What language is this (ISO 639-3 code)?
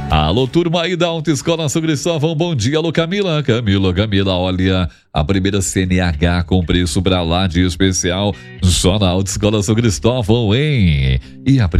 por